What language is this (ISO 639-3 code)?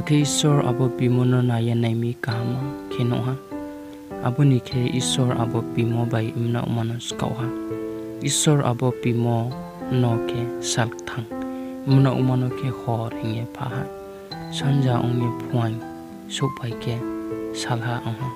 ria